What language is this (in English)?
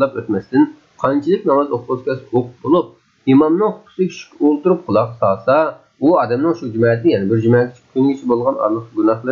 Uyghur